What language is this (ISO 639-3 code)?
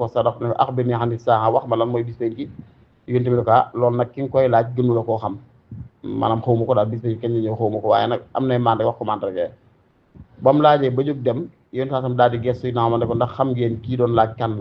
wol